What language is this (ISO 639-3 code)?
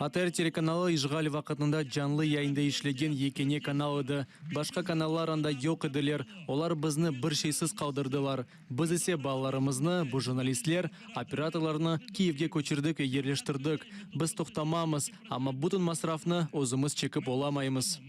crh